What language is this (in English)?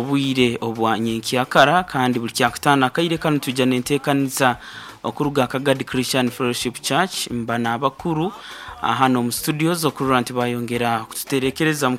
Nyoro